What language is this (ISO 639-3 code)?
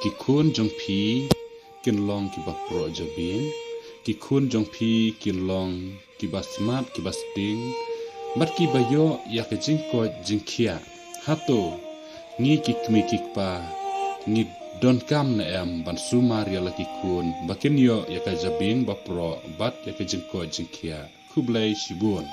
kha